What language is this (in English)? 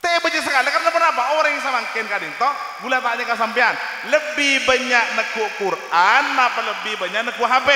Madurese